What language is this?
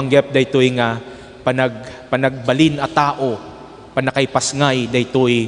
Iloko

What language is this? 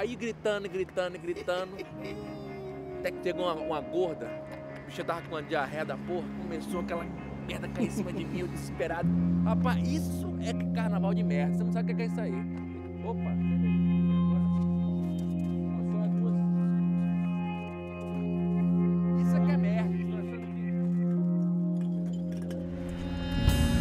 Portuguese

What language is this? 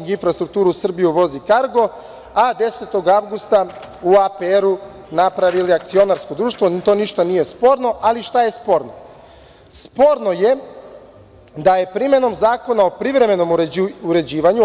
Serbian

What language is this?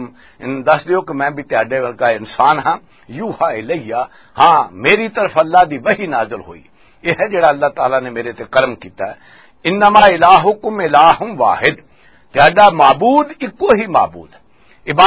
Western Panjabi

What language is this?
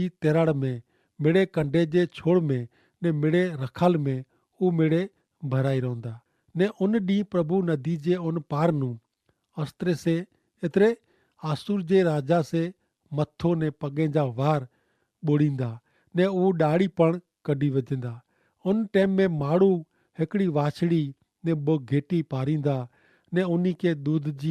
Kachhi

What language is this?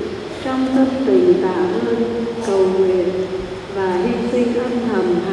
Vietnamese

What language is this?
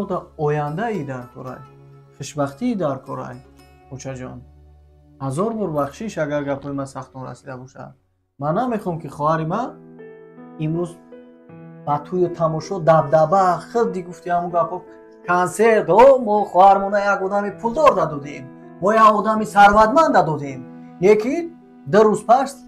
Tajik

